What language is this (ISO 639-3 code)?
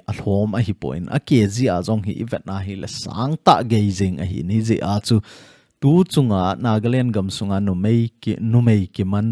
tcz